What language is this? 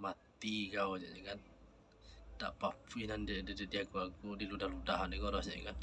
Minangkabau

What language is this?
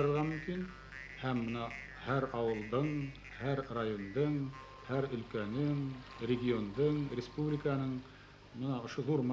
Bashkir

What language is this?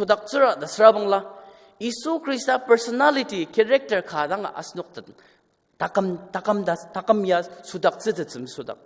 Ao Naga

